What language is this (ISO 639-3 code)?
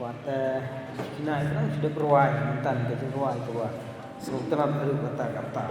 kha